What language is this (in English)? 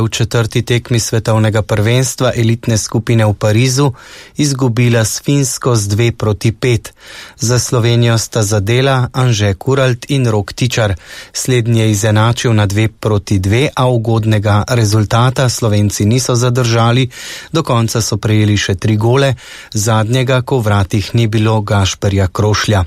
Slovenian